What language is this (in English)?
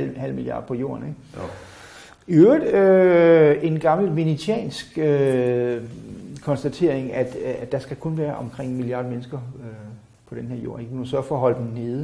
Danish